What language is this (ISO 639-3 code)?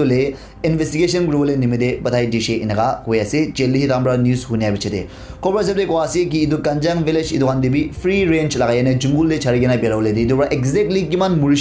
nag